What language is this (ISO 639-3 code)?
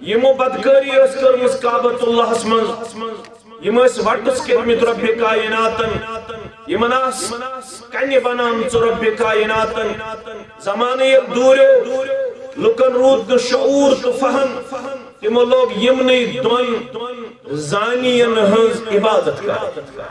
kas